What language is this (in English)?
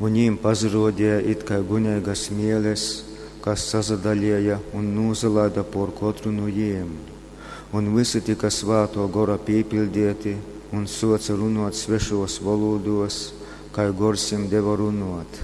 Latgalian